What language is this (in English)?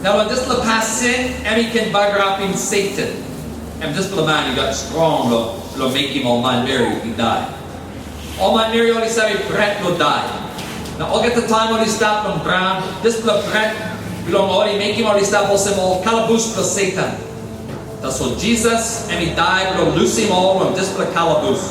Tok Pisin